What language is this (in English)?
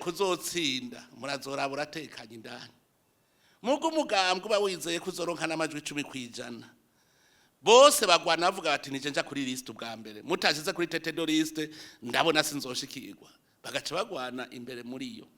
Rundi